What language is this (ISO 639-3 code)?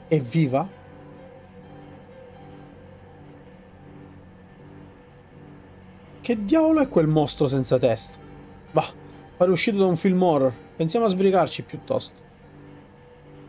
ita